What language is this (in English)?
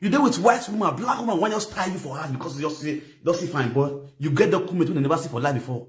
Nigerian Pidgin